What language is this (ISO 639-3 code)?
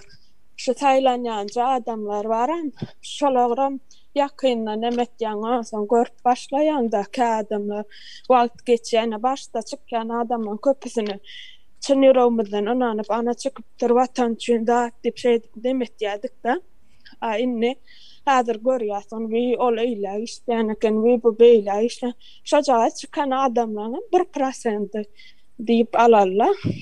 tuk